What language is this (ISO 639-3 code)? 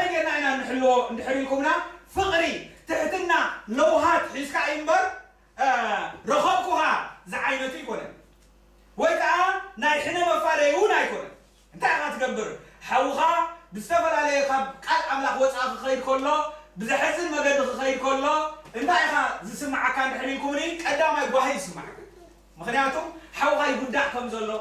tir